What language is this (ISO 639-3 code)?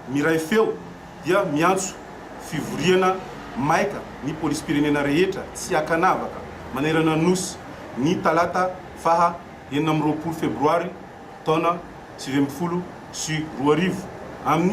mlg